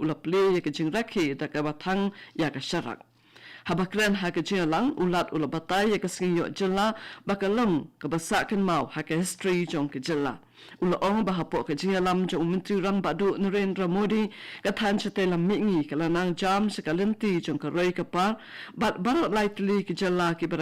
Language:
Khasi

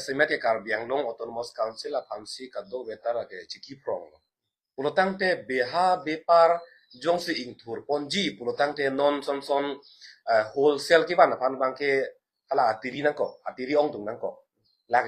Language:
Karbi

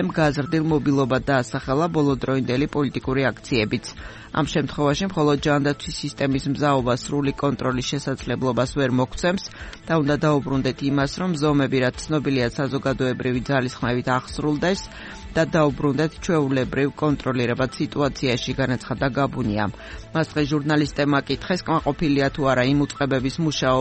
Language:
Georgian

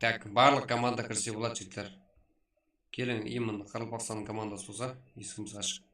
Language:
Kara-Kalpak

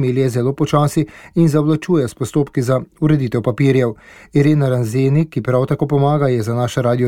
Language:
Slovenian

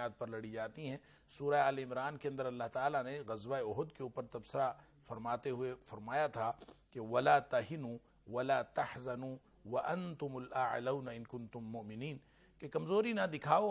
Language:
Urdu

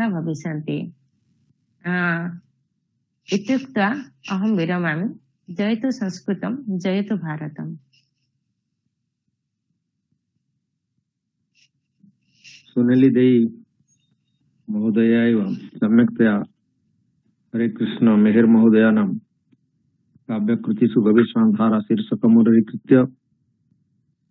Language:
Sanskrit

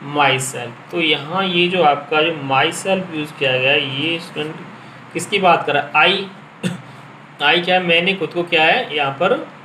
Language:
Hindi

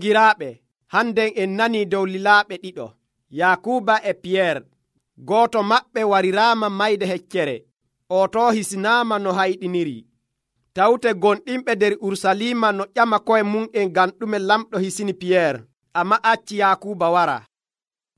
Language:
Nigerian Fulfulde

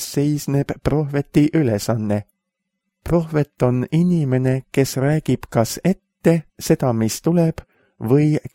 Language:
Estonian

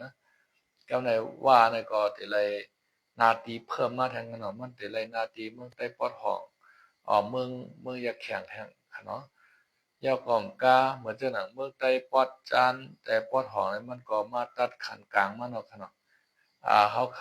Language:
Shan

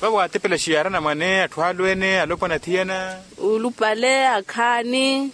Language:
Makhuwa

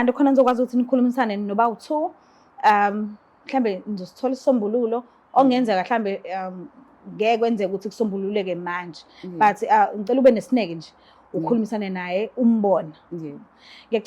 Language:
Zulu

